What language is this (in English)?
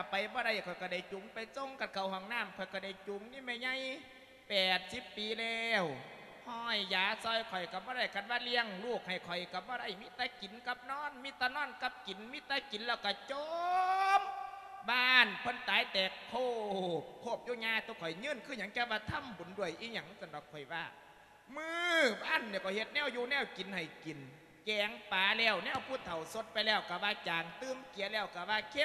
Lao